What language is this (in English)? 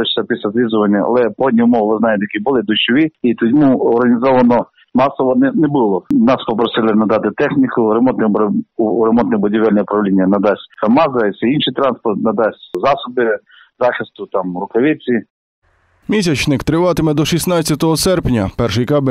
Ukrainian